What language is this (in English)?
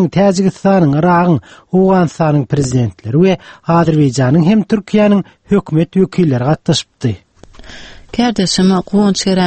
Turkmen